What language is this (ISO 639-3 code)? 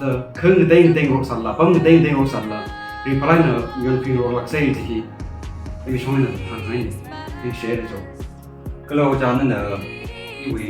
nmf